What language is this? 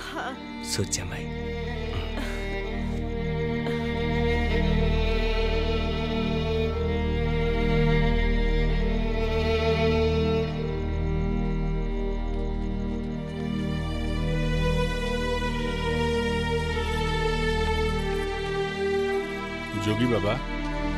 Bhojpuri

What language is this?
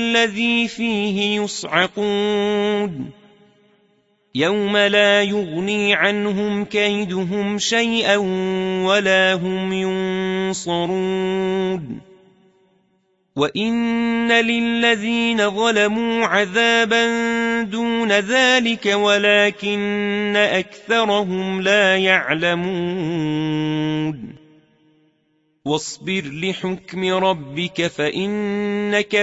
Arabic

